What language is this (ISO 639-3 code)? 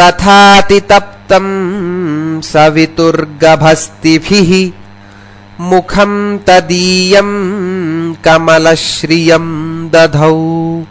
san